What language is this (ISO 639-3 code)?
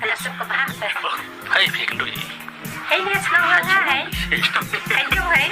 kha